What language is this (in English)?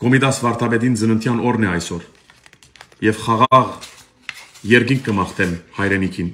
Armenian